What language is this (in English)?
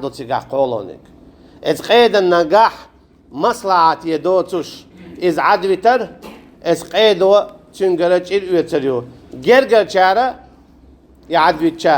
Chechen